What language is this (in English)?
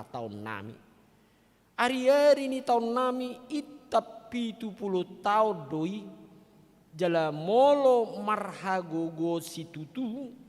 Batak Toba